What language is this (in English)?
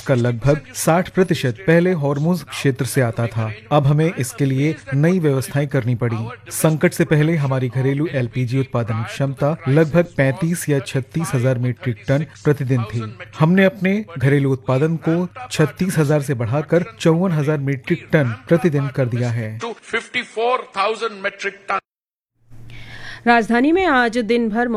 Hindi